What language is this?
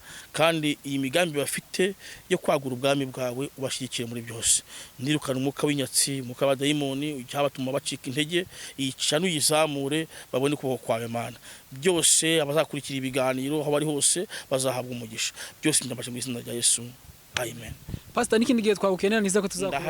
Kinyarwanda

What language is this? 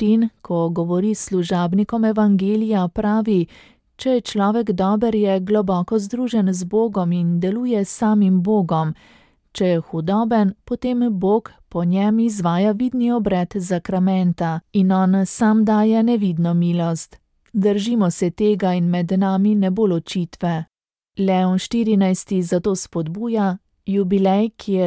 Slovenian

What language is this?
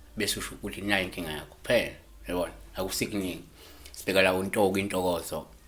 Zulu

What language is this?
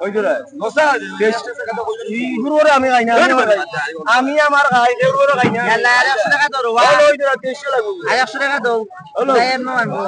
Sylheti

